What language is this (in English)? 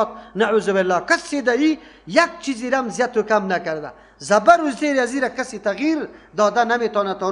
Persian